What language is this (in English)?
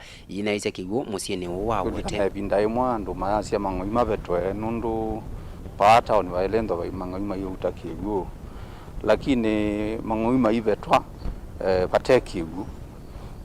Kamba